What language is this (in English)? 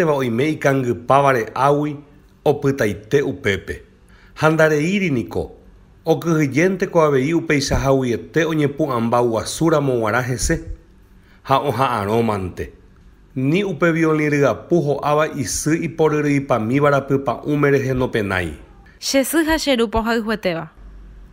Guarani